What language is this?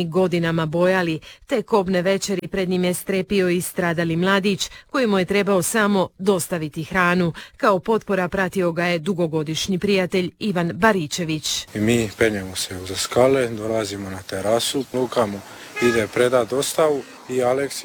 Croatian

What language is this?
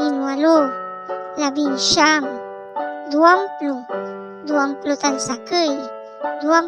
Pangasinan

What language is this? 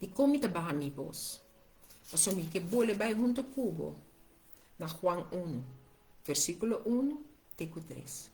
Papiamento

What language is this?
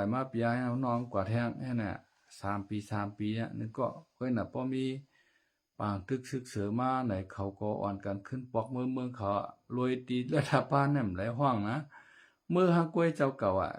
Shan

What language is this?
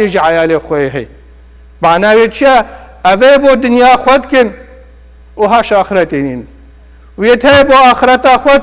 Kurdish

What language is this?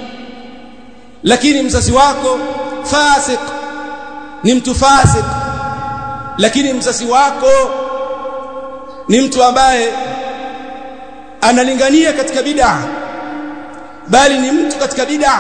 Swahili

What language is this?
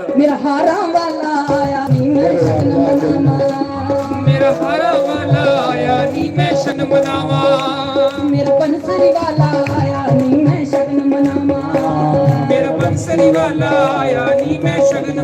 Dogri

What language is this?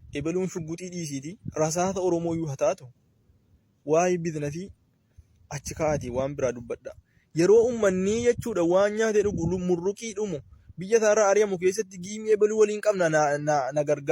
Oromo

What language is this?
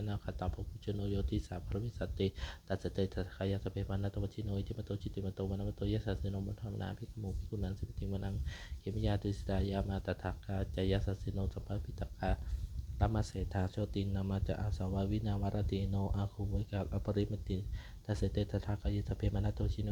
Pali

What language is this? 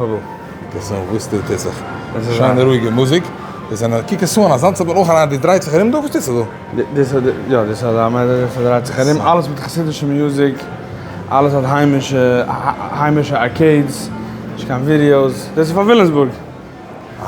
Yiddish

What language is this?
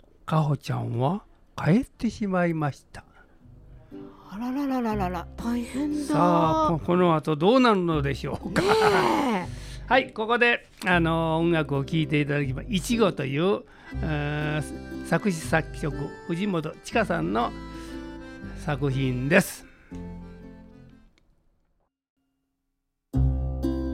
Japanese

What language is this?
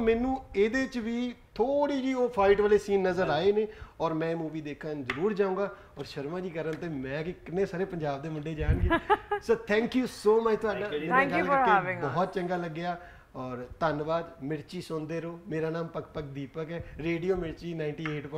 Punjabi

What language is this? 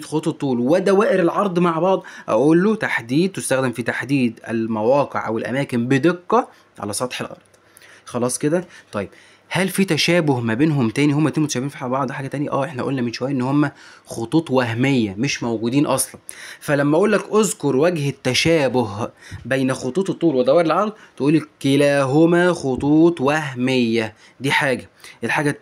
Egyptian Arabic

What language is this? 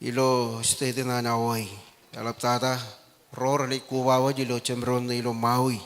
Marshallese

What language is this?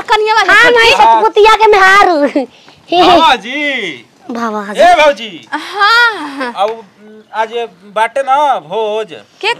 Bhojpuri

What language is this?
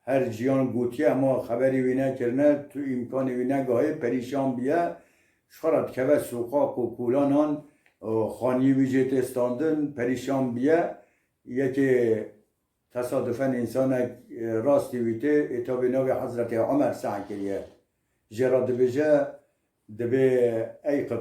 Kurdish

